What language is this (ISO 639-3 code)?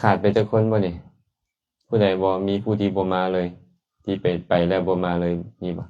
lao